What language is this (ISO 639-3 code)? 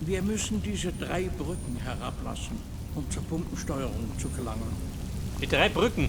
bar